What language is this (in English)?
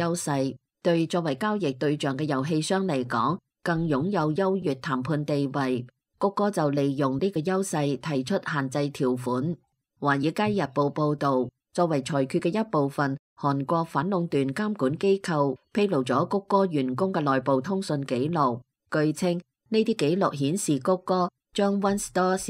Cantonese